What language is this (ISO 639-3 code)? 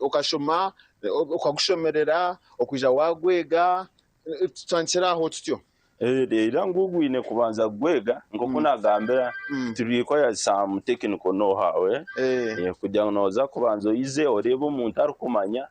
nyn